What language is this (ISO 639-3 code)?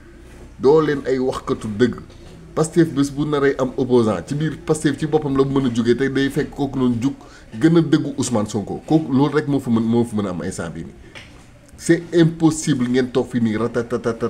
wol